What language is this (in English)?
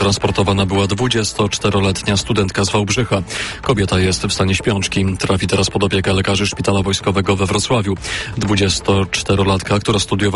Polish